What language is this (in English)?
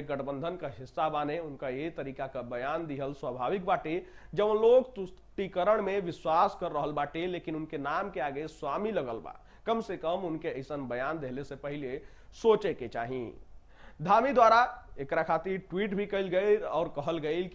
Bhojpuri